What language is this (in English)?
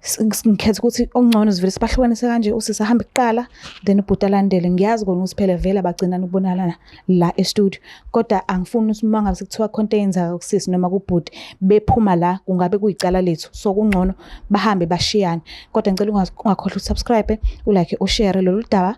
Zulu